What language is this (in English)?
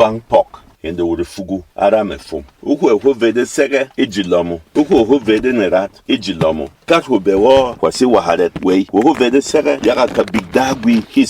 Berom